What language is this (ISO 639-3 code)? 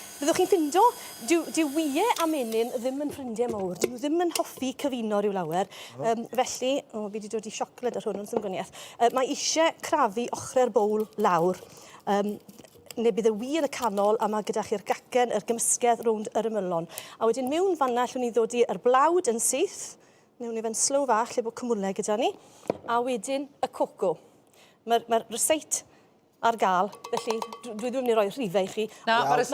cym